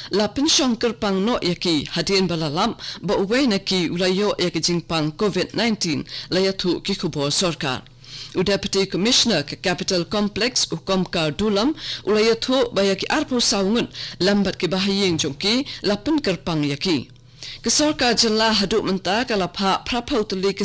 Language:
Khasi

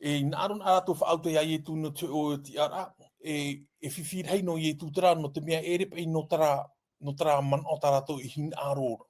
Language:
Tahitian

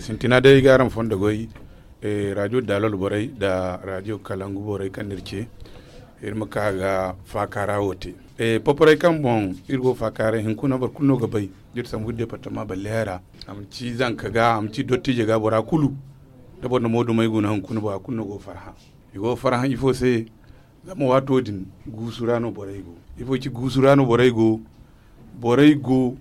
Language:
Zarma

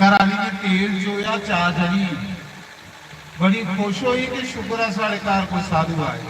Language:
Dogri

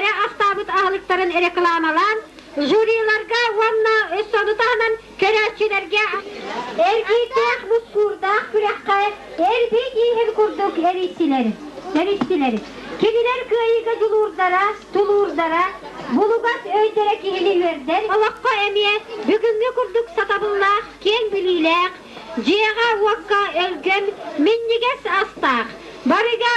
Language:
Yakut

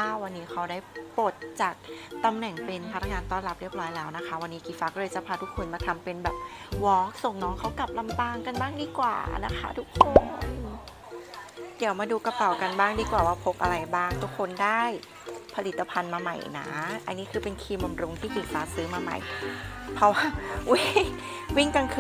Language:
Thai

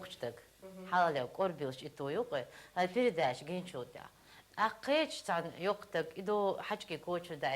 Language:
Chechen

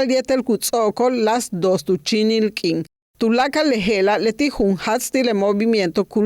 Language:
Yucateco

